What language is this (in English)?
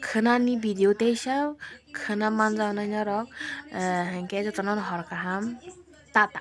Kok Borok